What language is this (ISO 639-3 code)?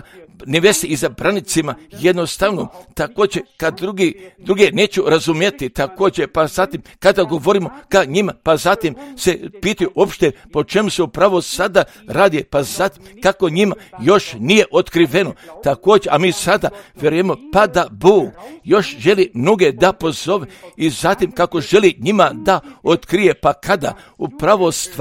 hrv